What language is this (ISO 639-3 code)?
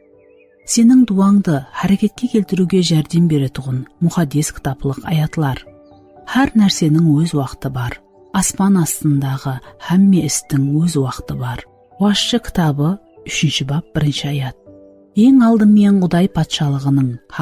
kaa